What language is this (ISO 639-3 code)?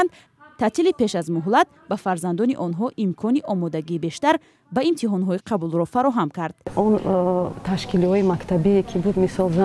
tgk